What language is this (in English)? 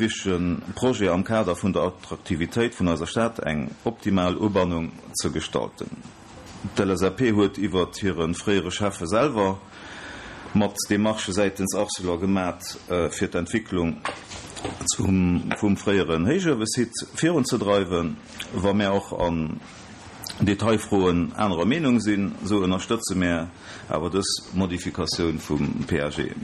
Luxembourgish